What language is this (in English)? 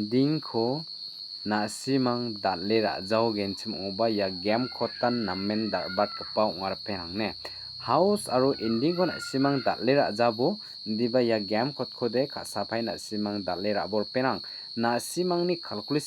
Garo